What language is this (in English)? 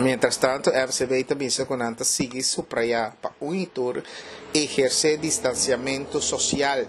Papiamento